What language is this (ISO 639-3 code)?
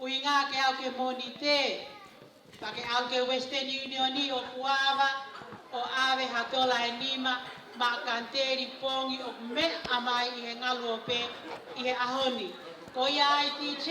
ton